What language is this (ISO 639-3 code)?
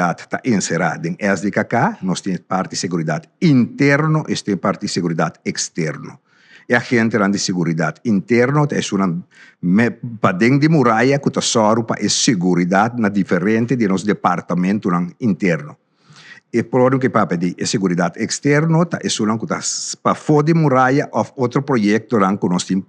pap